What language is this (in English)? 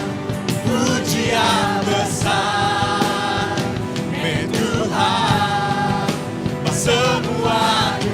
Iban